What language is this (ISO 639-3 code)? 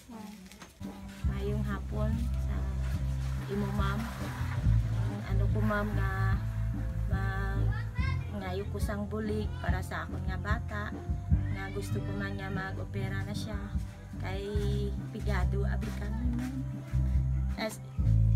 hil